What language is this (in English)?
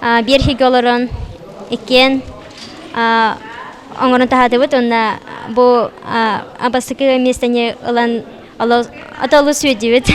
Yakut